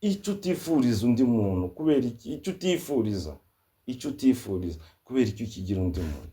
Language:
Kinyarwanda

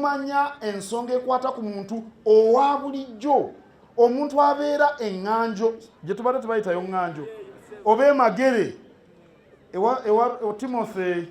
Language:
Ganda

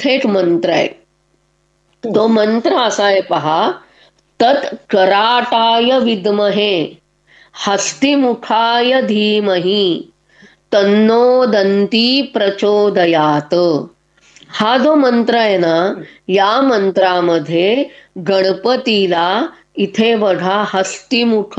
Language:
Marathi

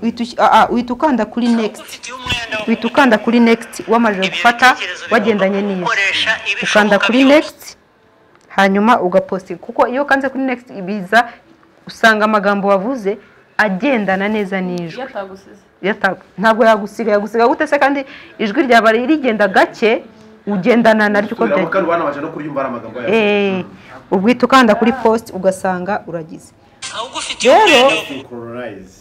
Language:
Kinyarwanda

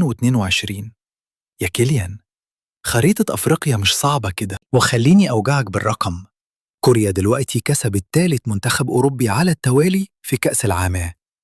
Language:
Egyptian Arabic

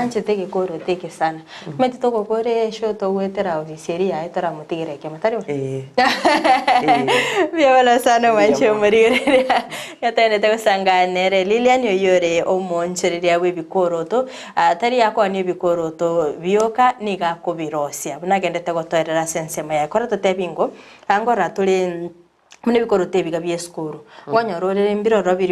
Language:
Gusii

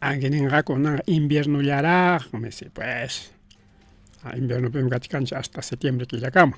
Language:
Ayacucho Quechua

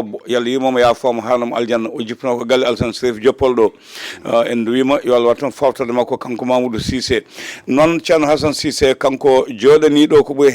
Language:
Fula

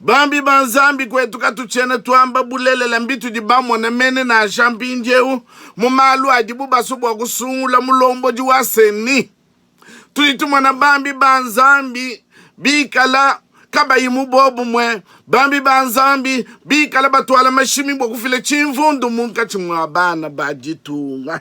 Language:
Luba-Lulua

